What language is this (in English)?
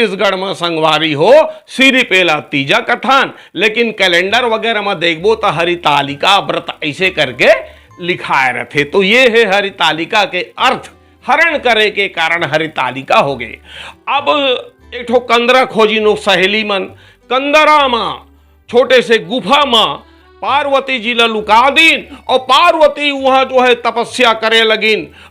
Chhattisgarhi